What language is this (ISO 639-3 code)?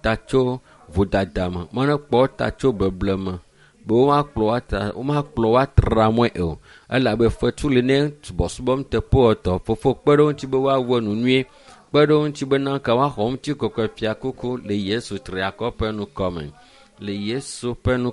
ewe